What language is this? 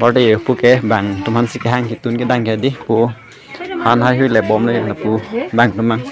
Karbi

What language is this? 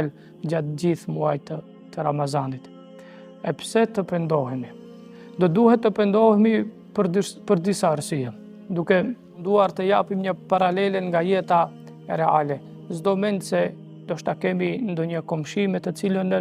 Albanian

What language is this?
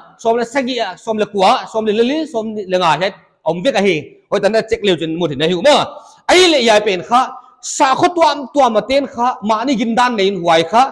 Paite Chin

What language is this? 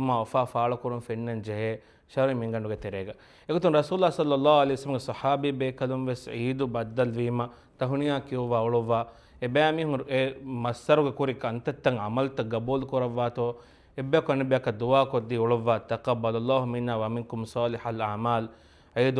Divehi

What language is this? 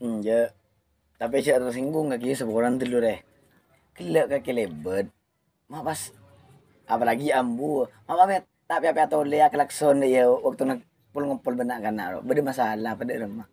Madurese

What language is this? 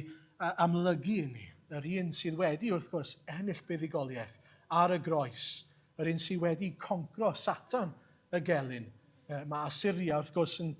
Welsh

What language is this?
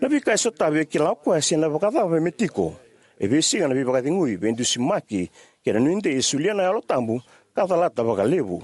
Fijian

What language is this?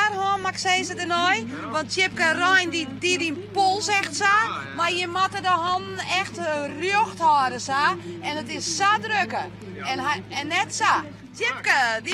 Western Frisian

